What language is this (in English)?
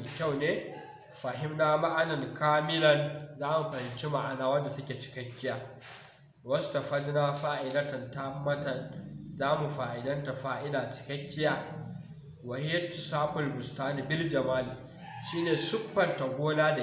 Hausa